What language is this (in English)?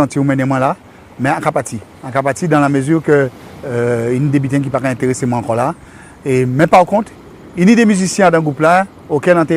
Guadeloupean Creole French